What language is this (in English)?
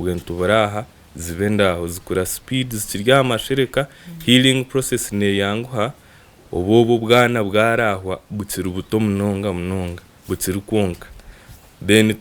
Nyankole